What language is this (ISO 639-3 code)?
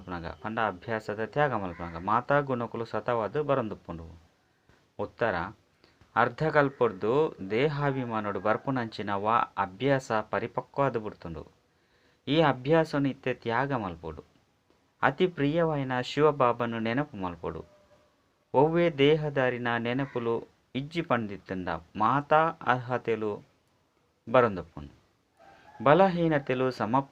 tcy